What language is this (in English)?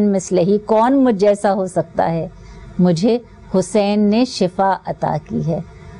Urdu